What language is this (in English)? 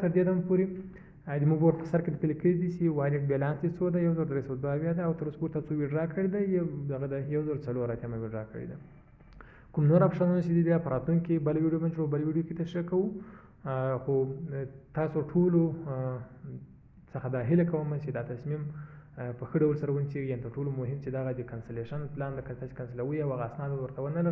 Pashto